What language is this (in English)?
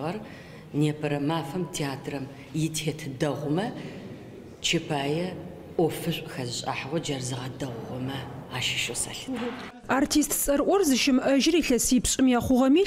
Adyghe